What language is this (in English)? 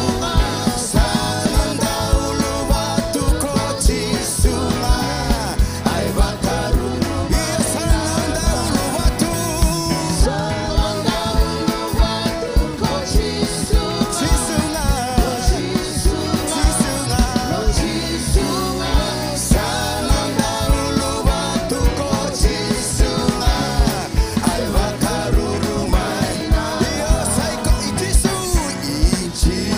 Fijian